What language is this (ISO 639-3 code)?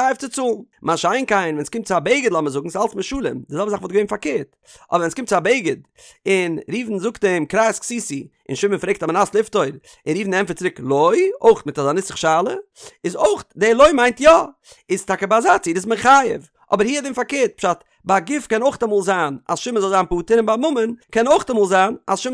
yid